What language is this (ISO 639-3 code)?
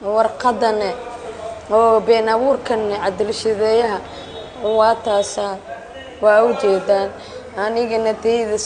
som